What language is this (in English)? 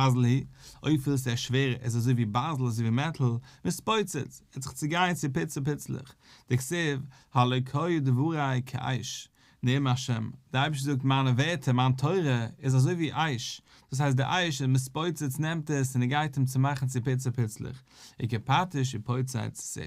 Yiddish